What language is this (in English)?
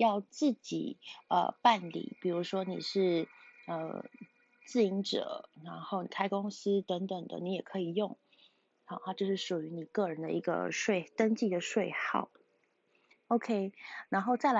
Chinese